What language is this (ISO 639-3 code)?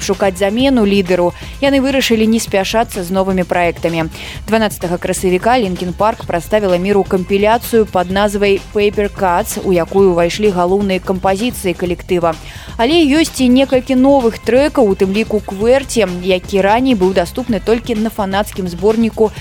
bel